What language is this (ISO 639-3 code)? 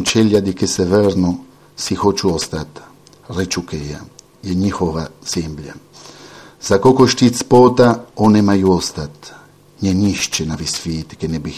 srp